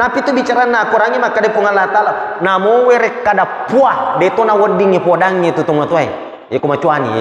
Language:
Buginese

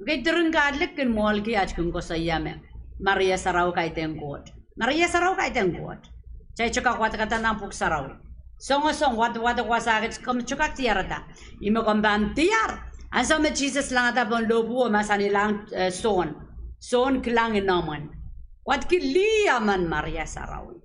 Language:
Pohnpeian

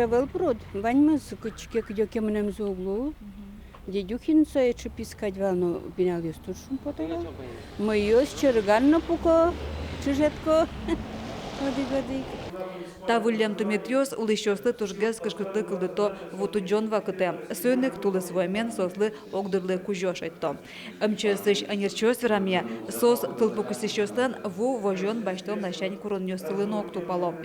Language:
Udmurt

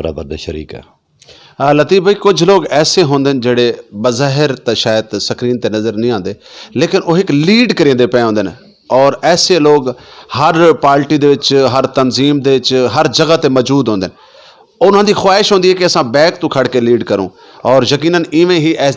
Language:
Saraiki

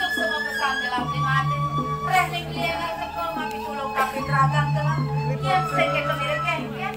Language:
Balinese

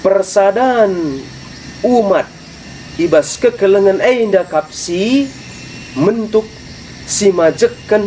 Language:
Batak Karo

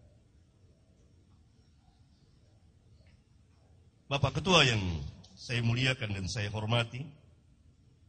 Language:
Indonesian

